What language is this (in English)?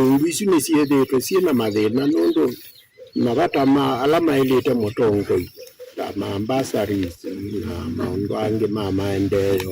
Kamba